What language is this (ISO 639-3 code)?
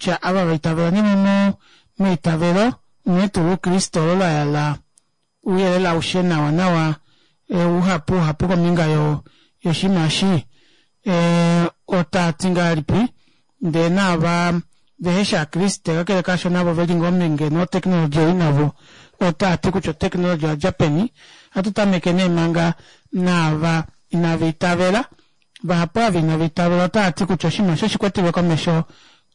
kua